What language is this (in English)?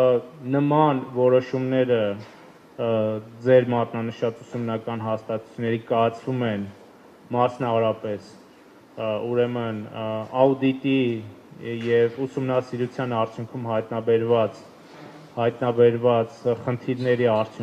Armenian